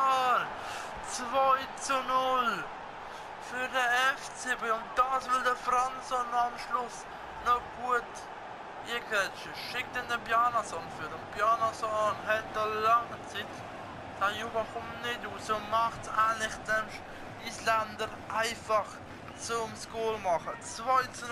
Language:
Swiss German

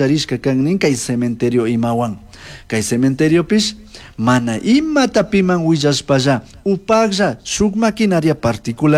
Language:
Chimborazo Highland Quichua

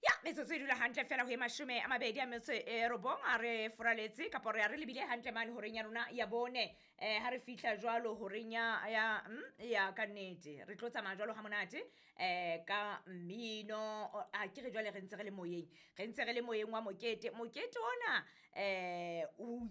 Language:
Southern Sotho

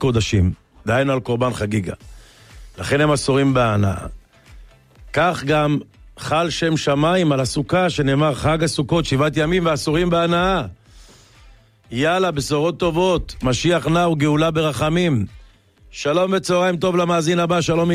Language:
Hebrew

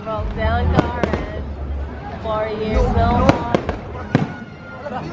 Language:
Cebuano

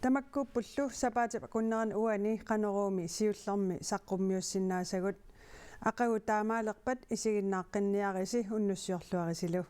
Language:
Kalaallisut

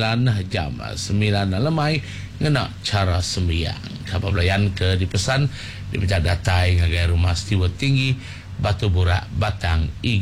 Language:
Iban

